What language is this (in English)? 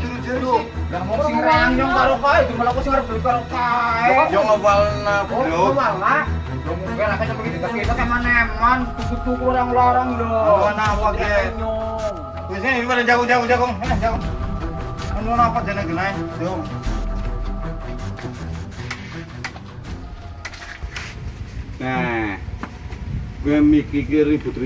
Javanese